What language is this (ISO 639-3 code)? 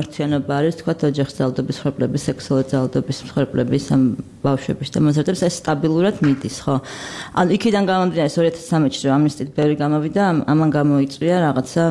kat